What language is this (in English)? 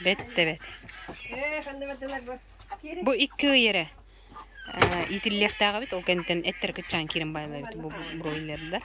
Yakut